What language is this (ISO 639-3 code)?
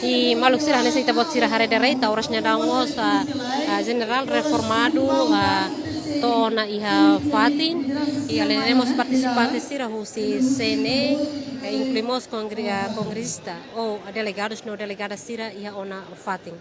tet